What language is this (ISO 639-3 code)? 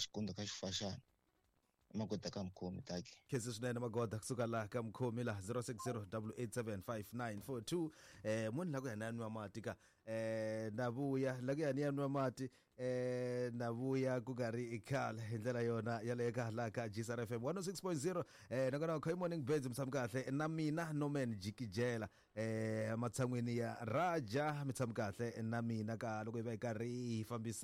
tso